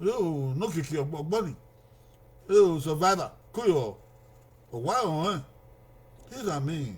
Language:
Bini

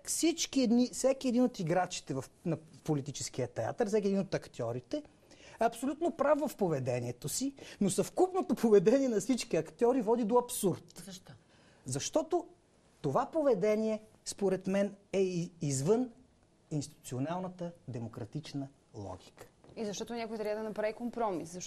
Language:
Bulgarian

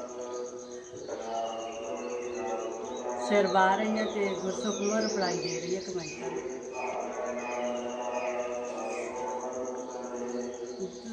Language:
Punjabi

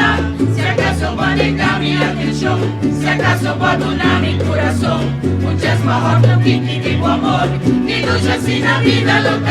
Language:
Papiamento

